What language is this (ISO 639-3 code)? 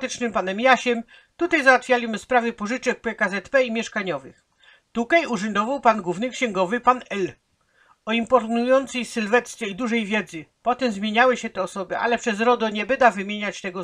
szl